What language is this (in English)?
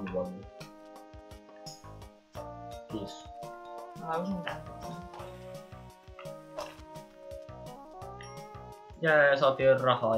Finnish